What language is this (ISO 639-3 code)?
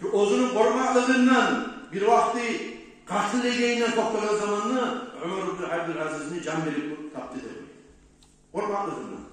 kum